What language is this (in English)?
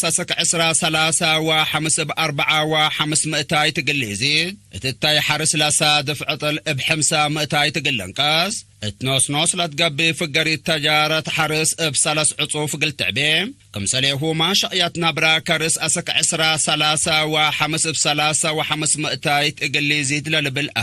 Tigre